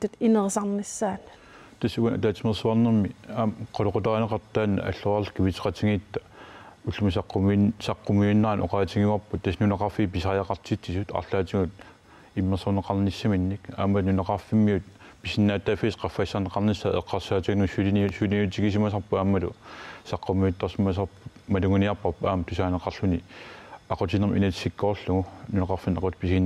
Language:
Kalaallisut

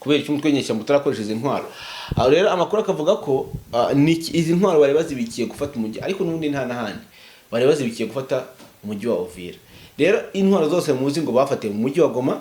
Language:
Kinyarwanda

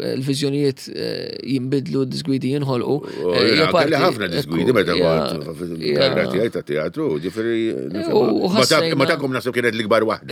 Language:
Maltese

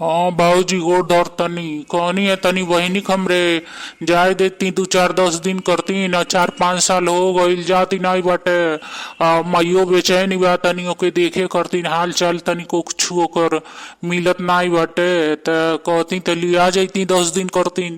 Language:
Bhojpuri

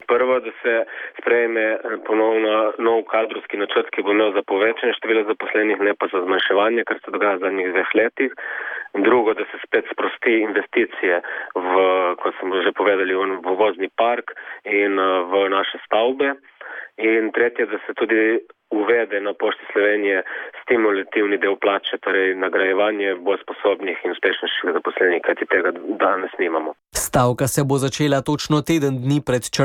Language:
Slovenian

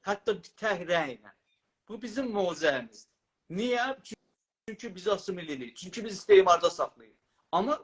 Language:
South Azerbaijani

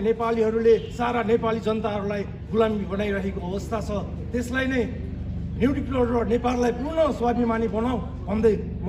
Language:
Nepali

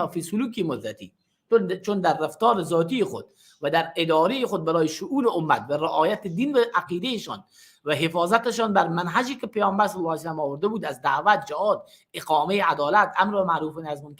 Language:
Persian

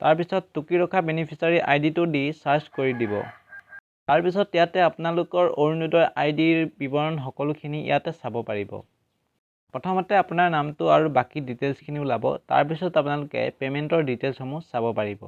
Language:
Assamese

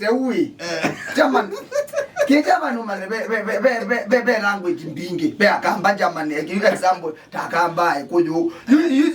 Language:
Kamba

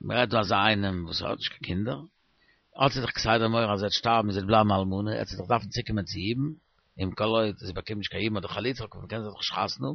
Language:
Yiddish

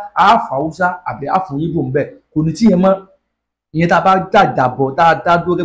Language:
Yoruba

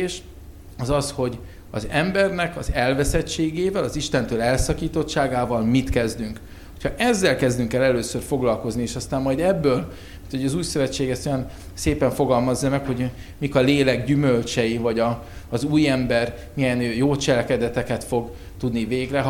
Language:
Hungarian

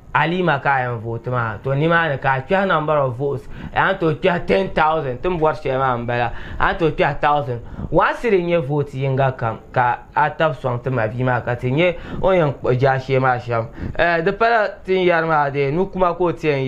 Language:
Dagbani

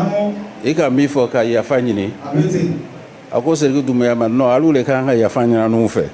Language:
Bambara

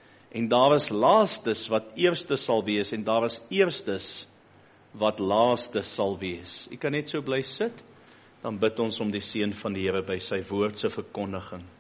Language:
Afrikaans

